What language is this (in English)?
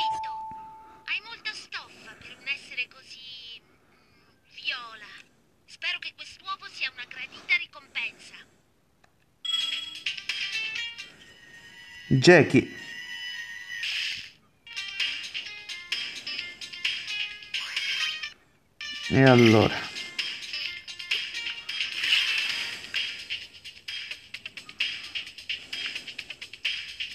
Italian